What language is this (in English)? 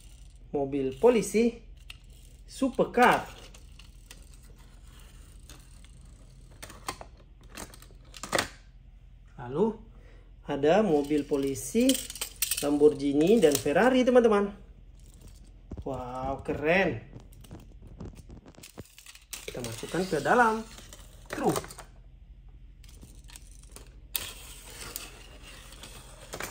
Indonesian